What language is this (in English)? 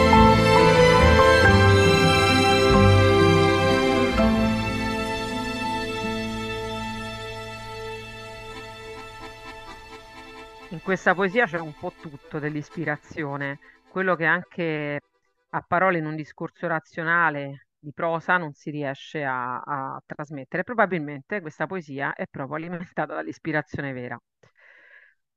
Italian